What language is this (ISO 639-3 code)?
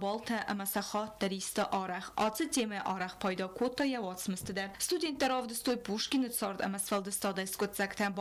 oss